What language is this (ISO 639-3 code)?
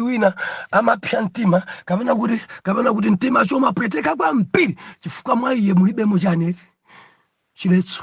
nya